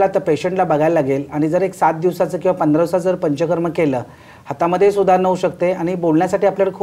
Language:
Marathi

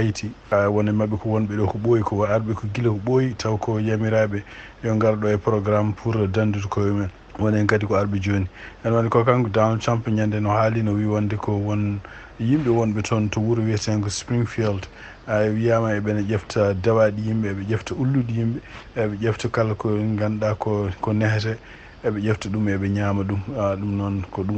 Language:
Fula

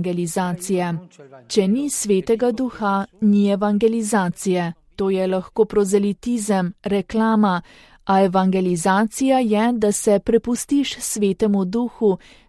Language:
Slovenian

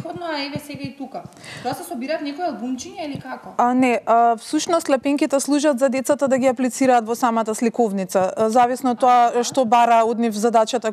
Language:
Macedonian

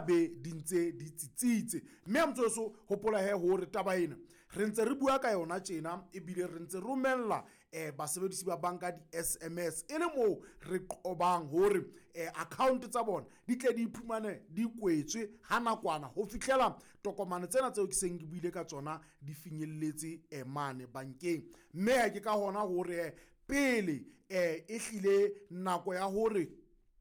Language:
Southern Sotho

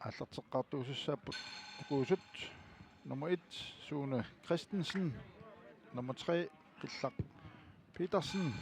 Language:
Kalaallisut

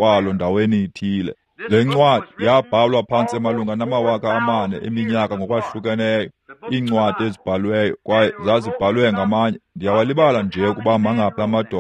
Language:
Xhosa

